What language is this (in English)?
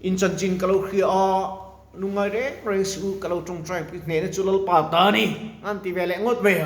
Mizo